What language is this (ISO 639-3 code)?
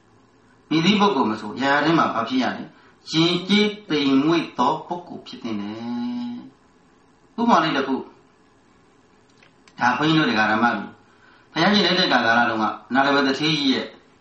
mya